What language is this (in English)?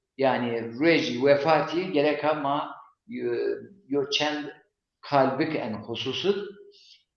Zaza